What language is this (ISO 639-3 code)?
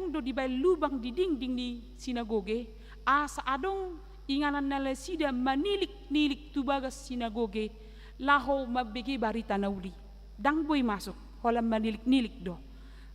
bbc